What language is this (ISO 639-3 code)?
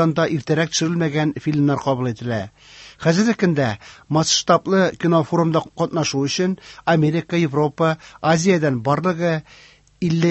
tat